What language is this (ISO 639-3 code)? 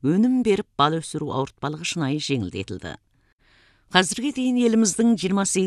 kaz